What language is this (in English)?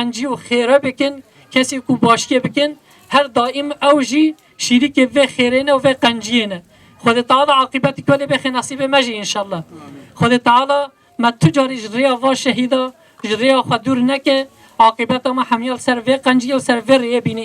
Kurdish